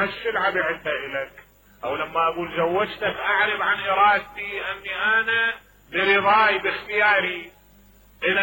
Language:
Mesopotamian Arabic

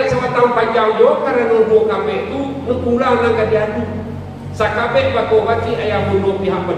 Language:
Minangkabau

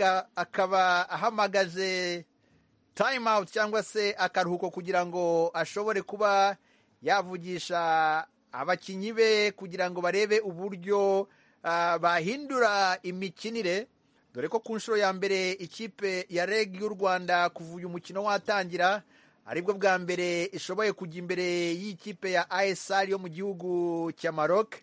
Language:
Kinyarwanda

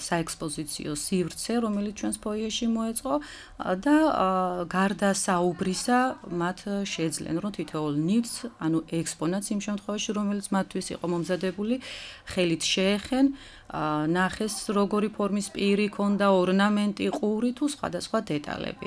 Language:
Georgian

